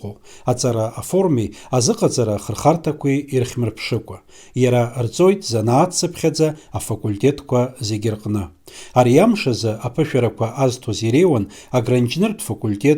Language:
Abkhazian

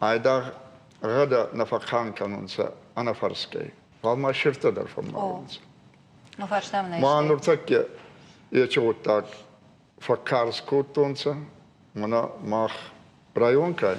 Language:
Ossetic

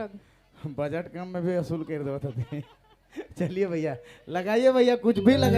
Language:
Sadri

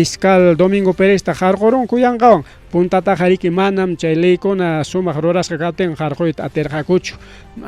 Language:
Ayacucho Quechua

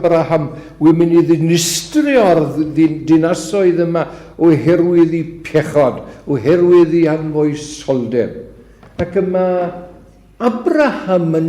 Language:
Welsh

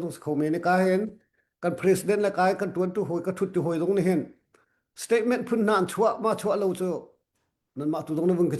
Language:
Hakha Chin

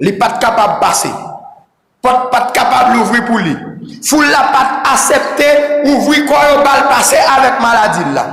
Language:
Haitian Creole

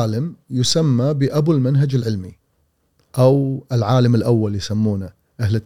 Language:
Gulf Arabic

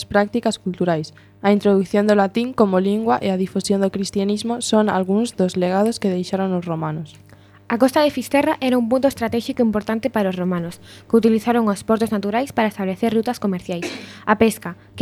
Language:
Galician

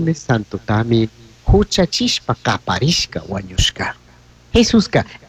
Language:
Chimborazo Highland Quichua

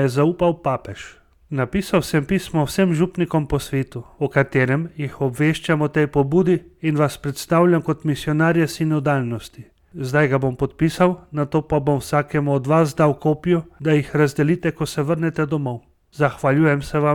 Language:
Slovenian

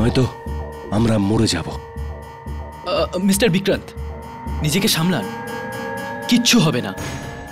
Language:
Bangla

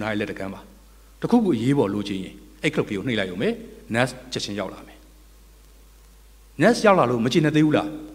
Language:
Burmese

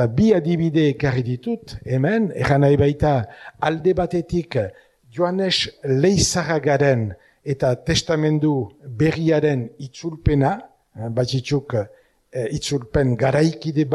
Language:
Basque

